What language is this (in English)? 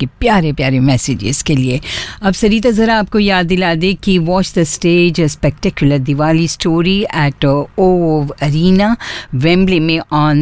Hindi